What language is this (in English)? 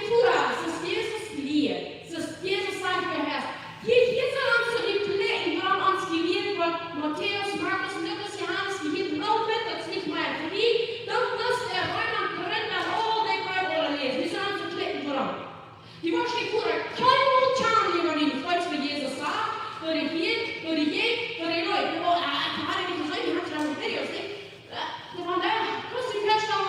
Plautdietsch